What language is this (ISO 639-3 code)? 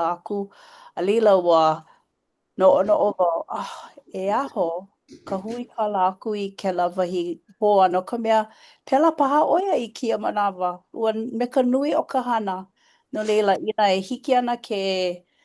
haw